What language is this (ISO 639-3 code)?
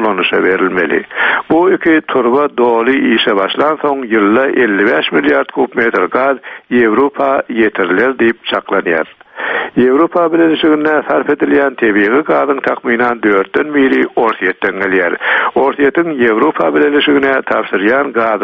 tuk